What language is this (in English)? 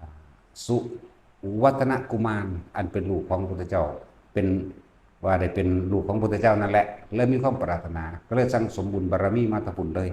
Lao